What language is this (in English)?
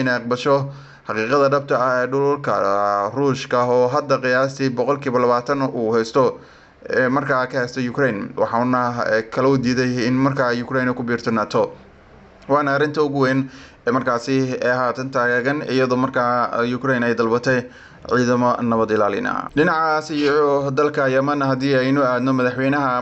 Somali